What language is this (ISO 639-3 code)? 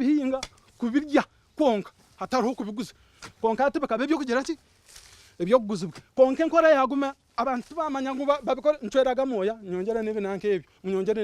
nyn